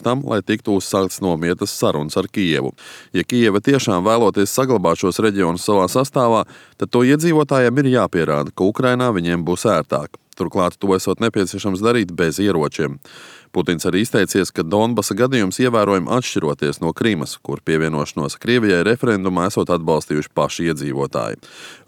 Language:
Latvian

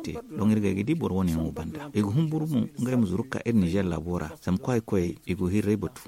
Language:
Zarma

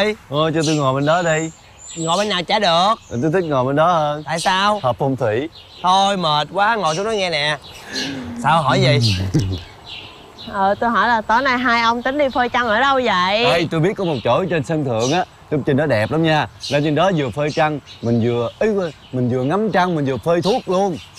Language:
Vietnamese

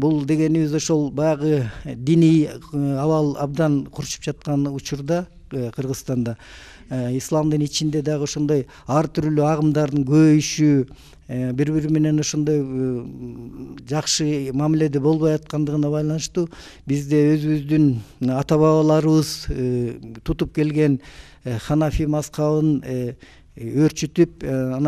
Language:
Kyrgyz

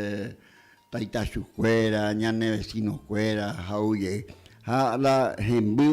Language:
Guarani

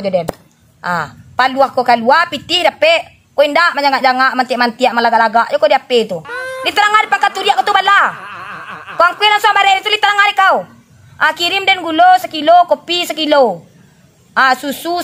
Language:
Minangkabau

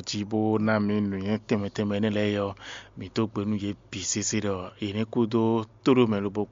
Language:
Fon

